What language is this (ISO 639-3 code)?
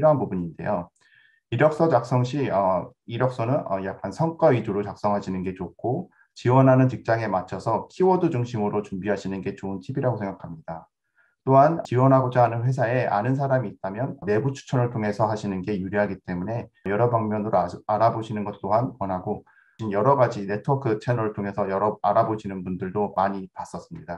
kor